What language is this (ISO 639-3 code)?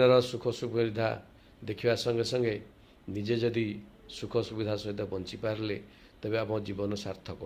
ori